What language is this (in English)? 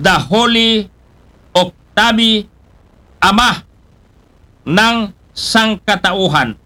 Aklanon